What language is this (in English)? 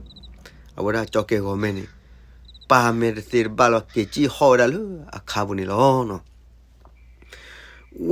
S'gaw Karen